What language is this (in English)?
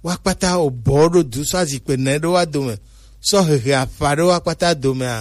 Gen